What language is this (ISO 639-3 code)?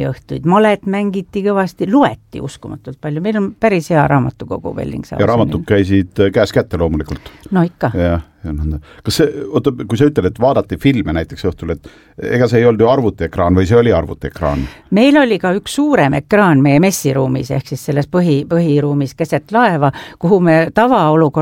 est